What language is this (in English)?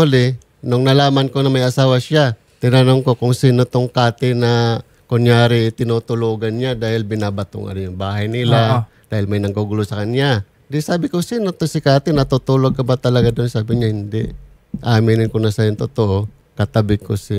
Filipino